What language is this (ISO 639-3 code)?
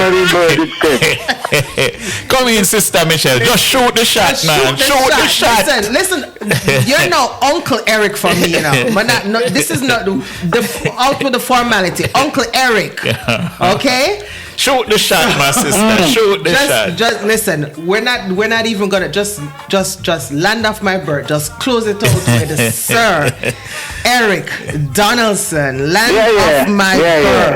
jam